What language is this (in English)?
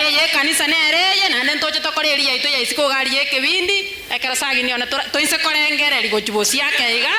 Gusii